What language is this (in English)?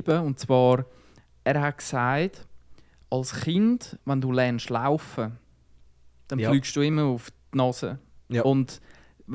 Swiss German